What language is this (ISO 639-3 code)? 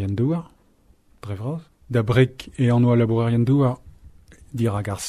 bre